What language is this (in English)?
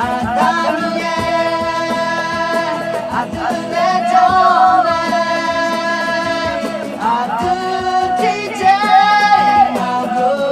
Akha